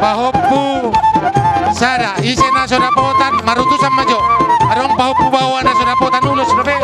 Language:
Batak Toba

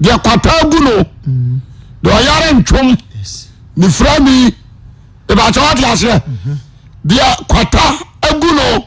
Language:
Akan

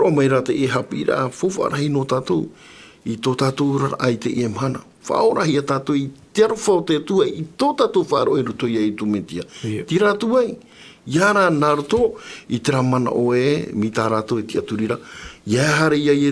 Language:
Tahitian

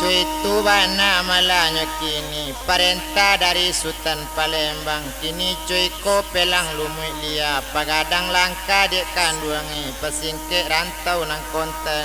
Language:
Minangkabau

